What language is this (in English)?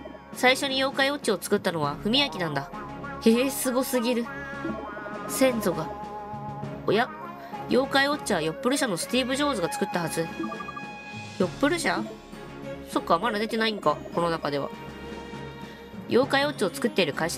Japanese